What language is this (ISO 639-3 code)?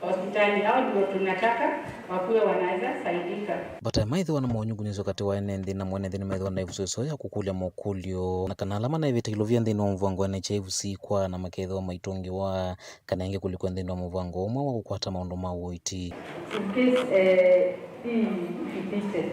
kam